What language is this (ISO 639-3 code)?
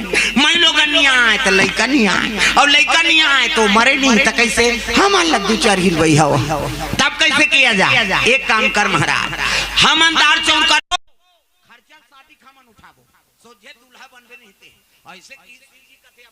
hne